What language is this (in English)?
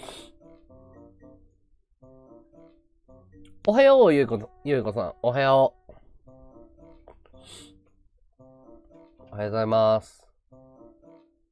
Japanese